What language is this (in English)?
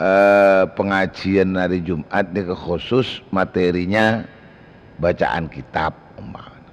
Madurese